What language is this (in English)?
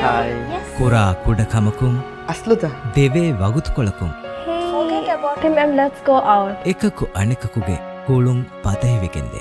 Divehi